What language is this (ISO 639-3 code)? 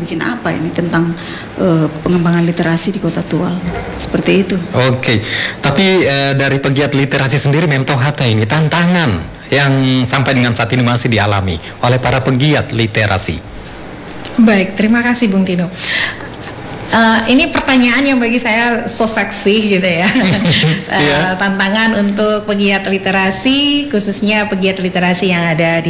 ind